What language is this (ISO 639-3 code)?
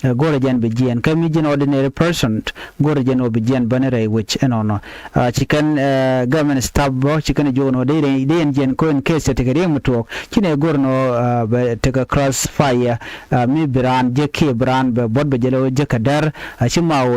nus